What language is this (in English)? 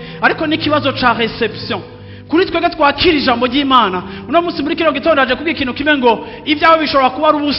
Rundi